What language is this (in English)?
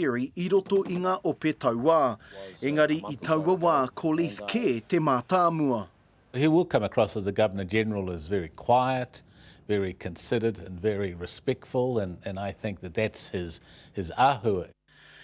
Māori